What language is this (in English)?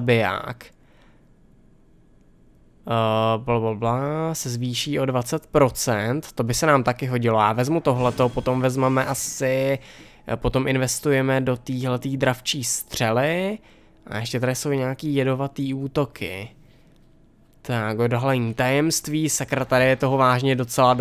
Czech